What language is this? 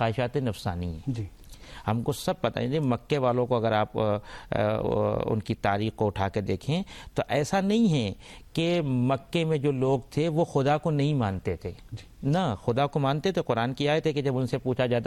Urdu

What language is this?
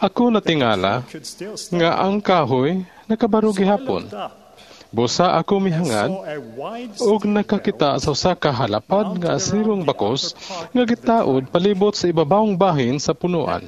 Cebuano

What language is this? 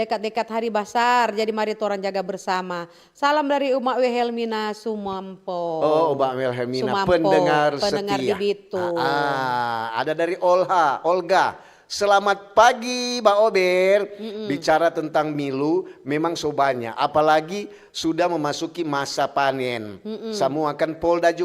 Manado Malay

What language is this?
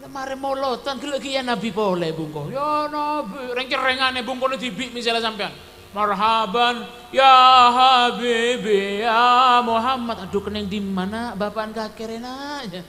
Madurese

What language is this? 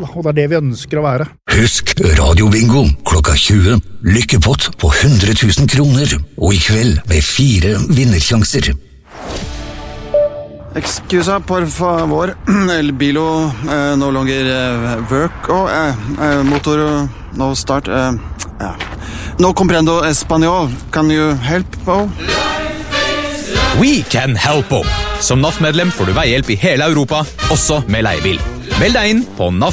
Norwegian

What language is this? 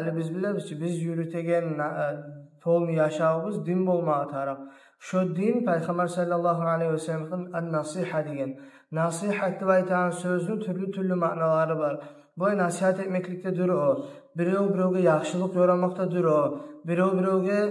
Kumyk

